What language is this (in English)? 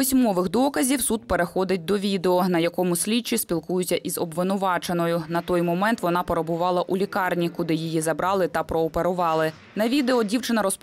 Ukrainian